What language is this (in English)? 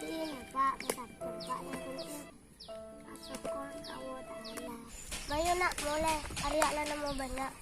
Madurese